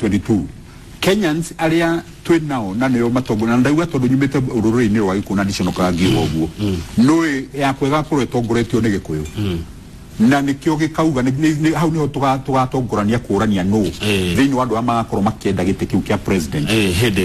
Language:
Kikuyu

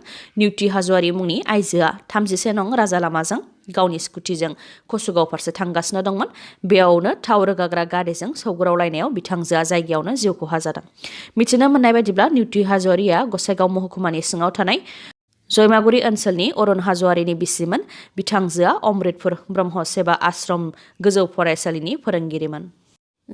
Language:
Bodo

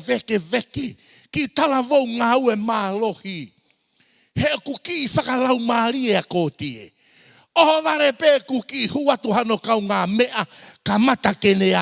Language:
Tongan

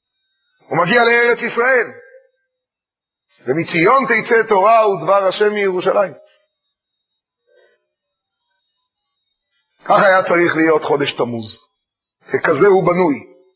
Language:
Hebrew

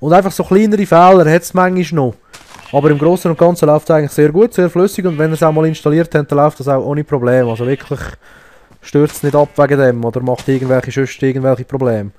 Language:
Swiss German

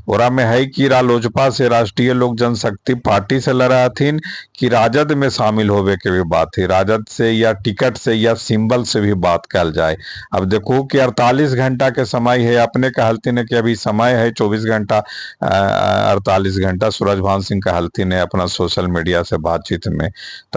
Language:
Magahi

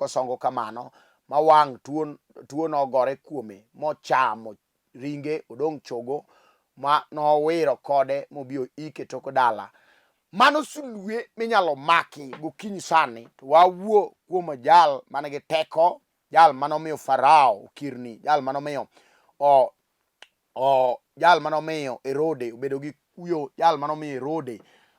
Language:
Luo (Kenya and Tanzania)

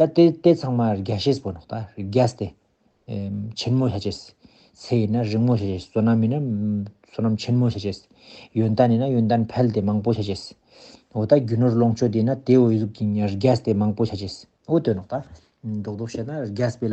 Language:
Ladakhi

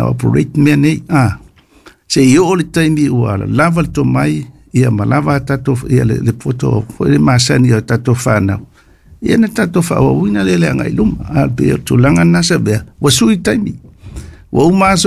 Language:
Samoan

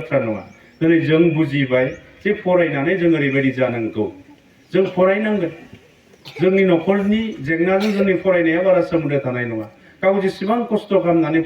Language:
Bodo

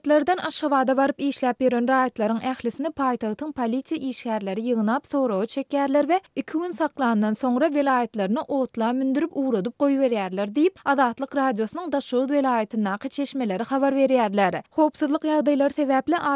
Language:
Turkmen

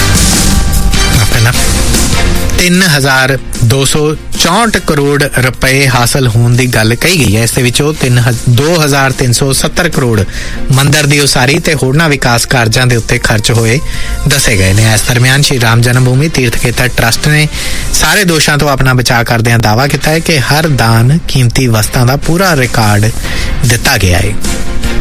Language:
Punjabi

